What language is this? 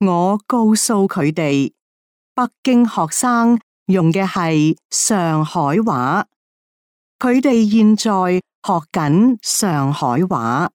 Cantonese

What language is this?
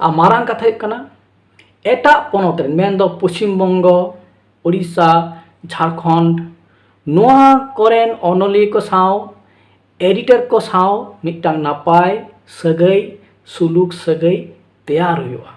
Santali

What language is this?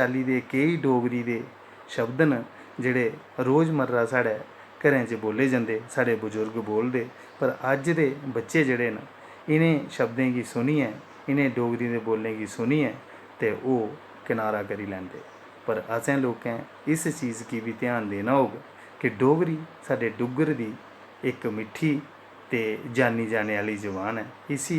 Dogri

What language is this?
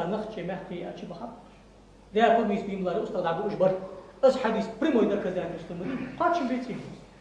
Ingush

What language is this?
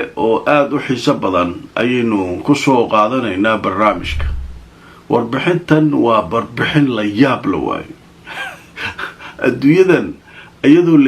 Somali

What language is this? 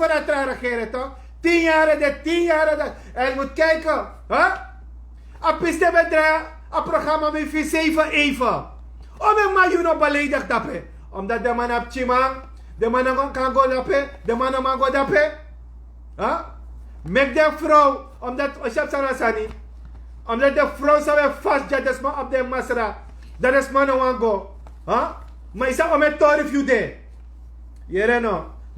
Sranan Tongo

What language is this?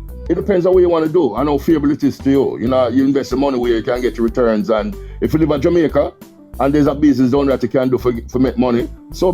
Jamaican Creole English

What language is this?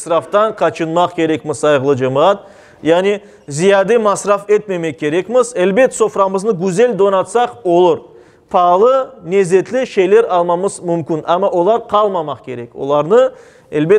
Crimean Tatar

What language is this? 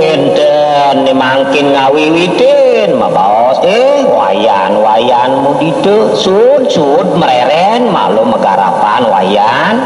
Balinese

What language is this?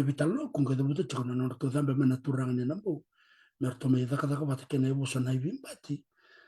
Fijian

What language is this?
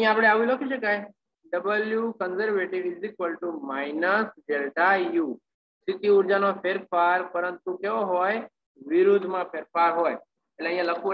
Gujarati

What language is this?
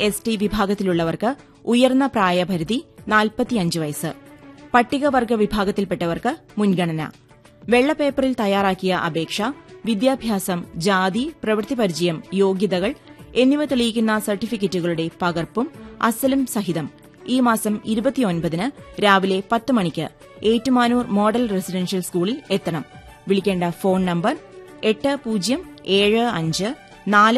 Malayalam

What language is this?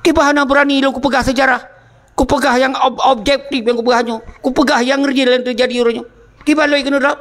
Achinese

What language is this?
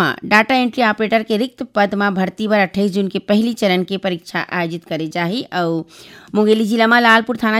Chhattisgarhi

